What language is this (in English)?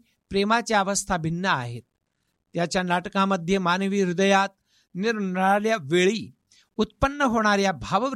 Marathi